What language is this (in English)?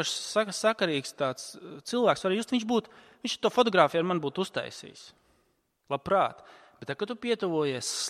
Latvian